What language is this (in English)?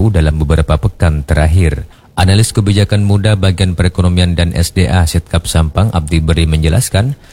Indonesian